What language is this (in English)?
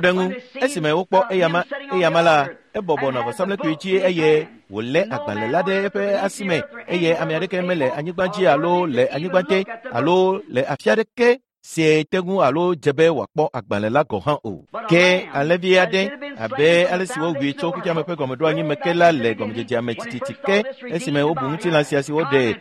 Ewe